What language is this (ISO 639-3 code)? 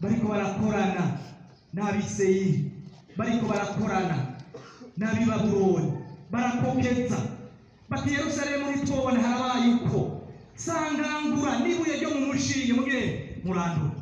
run